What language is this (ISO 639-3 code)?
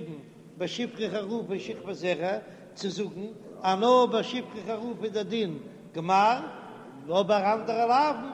yid